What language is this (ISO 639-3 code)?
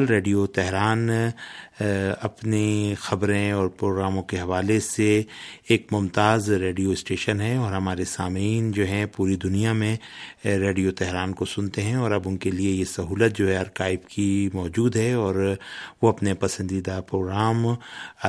urd